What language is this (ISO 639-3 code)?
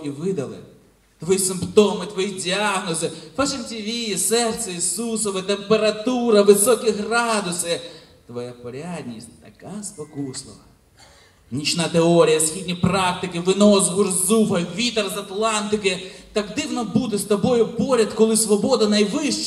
ukr